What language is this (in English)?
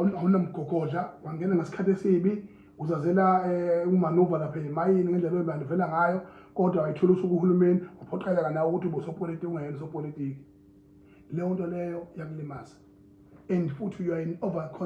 Zulu